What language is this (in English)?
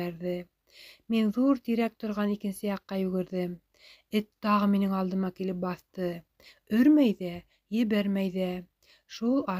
Bashkir